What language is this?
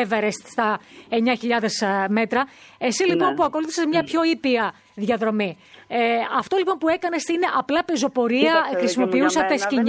Greek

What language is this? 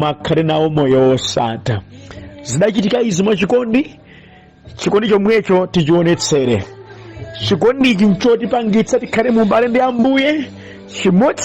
Nyanja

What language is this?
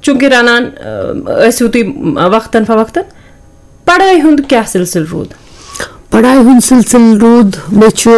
Kashmiri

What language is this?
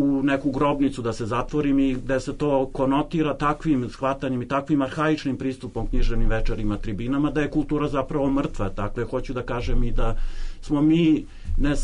Serbian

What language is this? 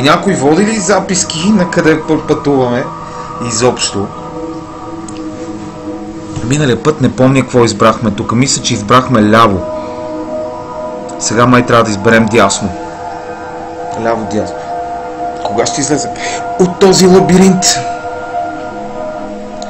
Bulgarian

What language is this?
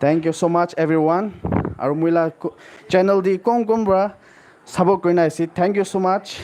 Naga Pidgin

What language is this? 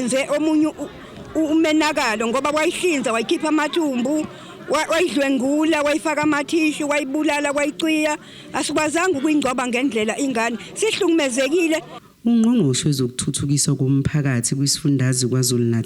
Zulu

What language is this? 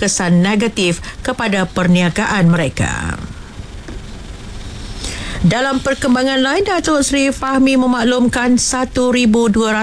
Malay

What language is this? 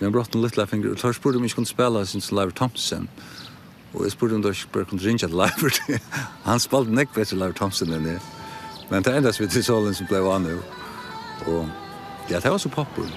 Faroese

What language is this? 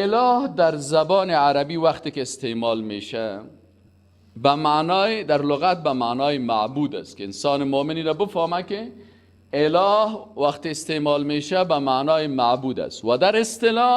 Persian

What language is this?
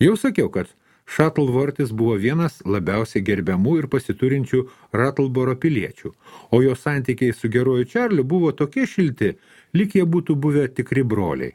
Lithuanian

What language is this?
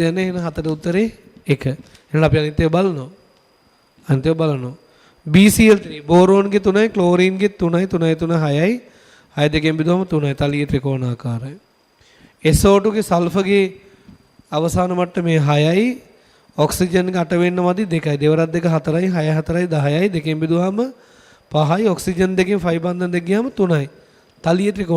Sinhala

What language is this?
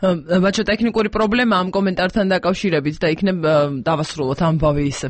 Georgian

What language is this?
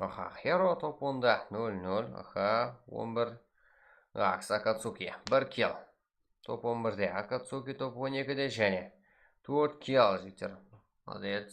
Kara-Kalpak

